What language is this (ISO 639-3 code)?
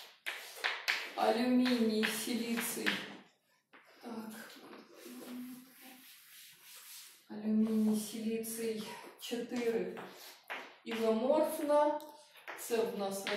ukr